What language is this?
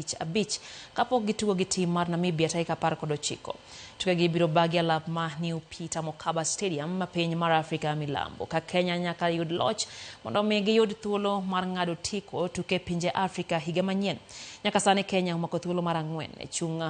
Luo (Kenya and Tanzania)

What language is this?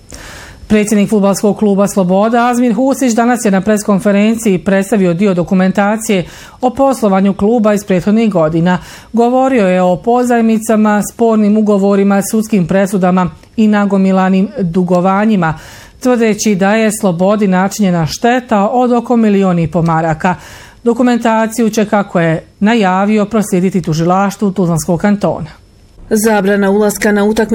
Bosnian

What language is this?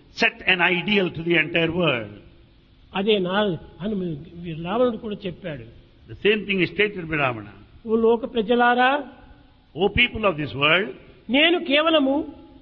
Telugu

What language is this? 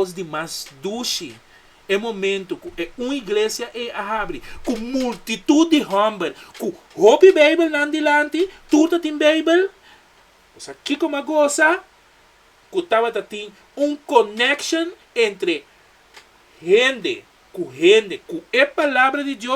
Papiamento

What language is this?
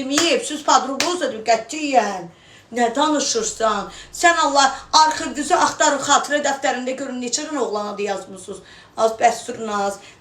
Azerbaijani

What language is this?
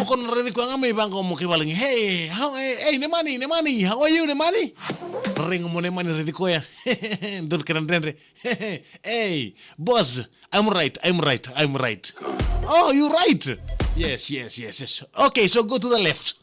Fijian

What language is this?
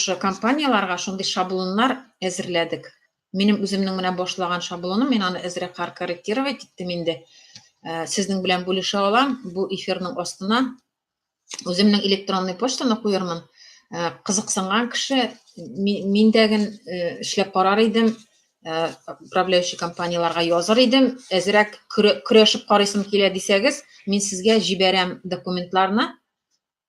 Tatar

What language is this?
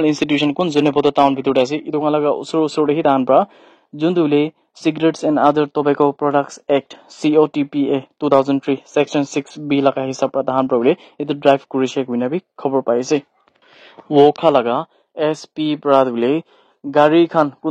Naga Pidgin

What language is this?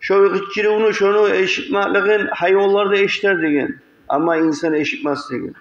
Kumyk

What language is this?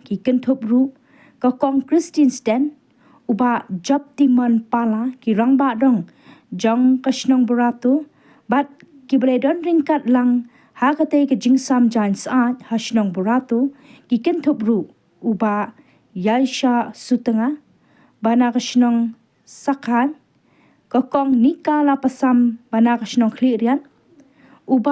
Khasi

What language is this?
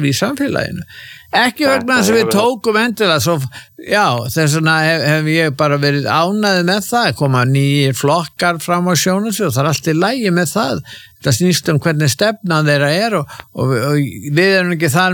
Icelandic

